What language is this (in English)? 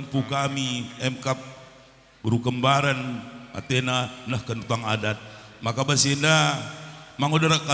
Batak Karo